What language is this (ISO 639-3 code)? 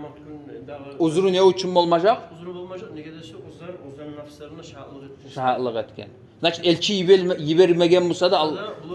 kum